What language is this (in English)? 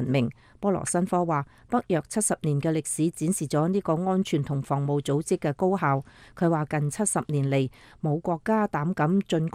Cantonese